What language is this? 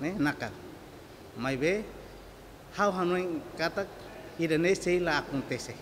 Tetum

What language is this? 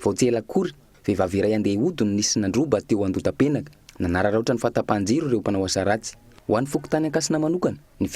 Malagasy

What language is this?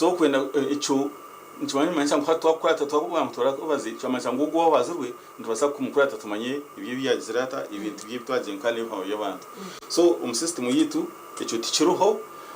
Nyankole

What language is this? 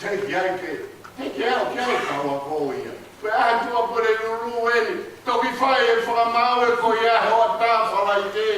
Tongan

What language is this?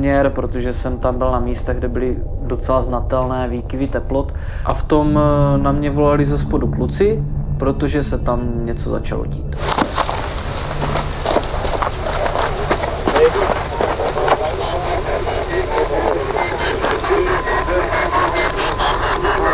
Czech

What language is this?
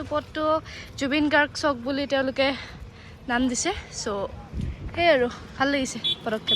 Assamese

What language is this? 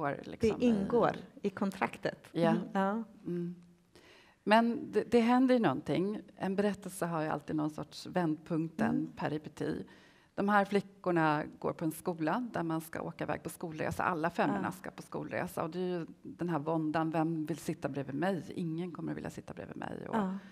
Swedish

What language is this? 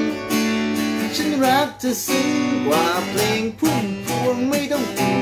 Thai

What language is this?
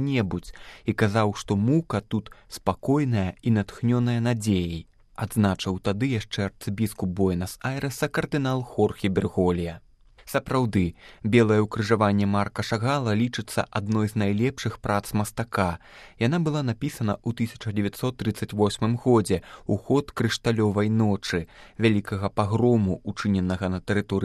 Belarusian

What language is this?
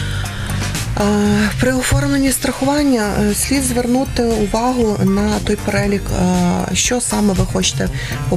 Ukrainian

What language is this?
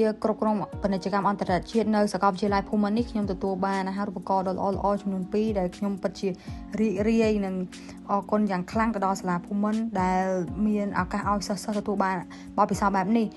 Khmer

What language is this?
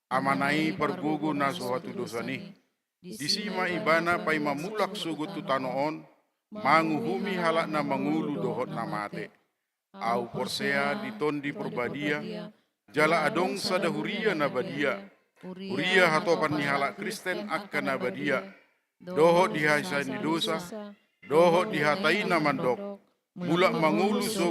Batak Toba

